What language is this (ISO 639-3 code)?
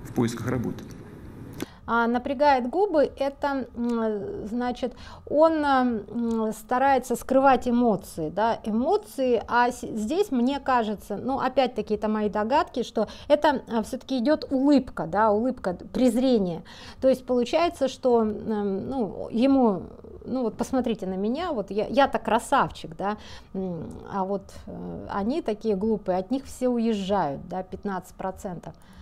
rus